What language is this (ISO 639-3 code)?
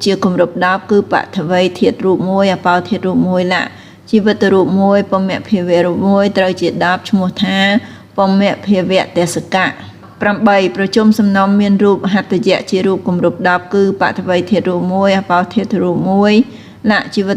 khm